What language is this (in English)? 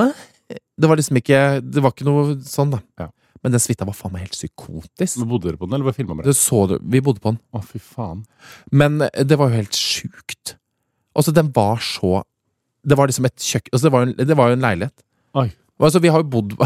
Norwegian